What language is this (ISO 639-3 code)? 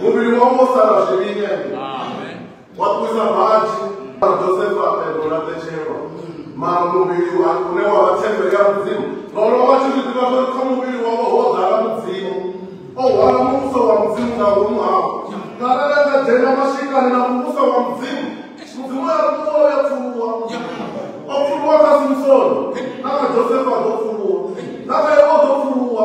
ven